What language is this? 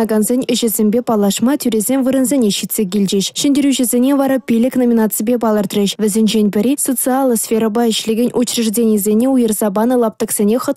Chuvash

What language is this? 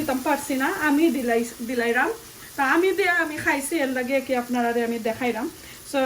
Sylheti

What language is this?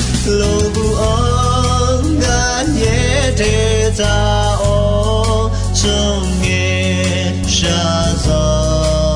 Akha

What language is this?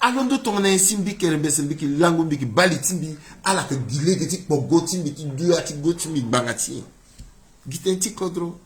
Sango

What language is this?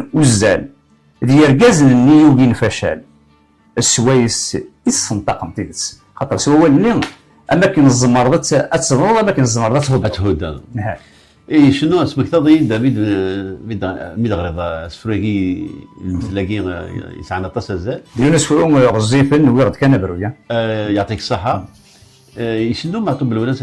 Kabyle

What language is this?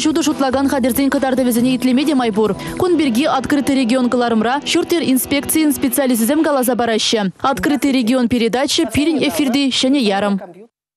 Chuvash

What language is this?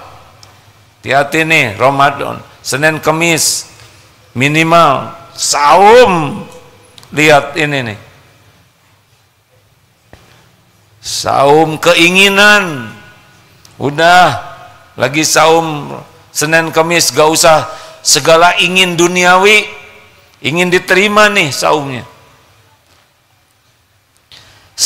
Indonesian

